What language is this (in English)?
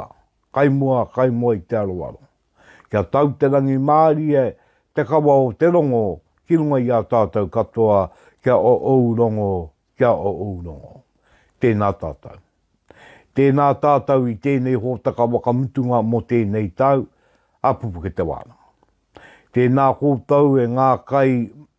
Māori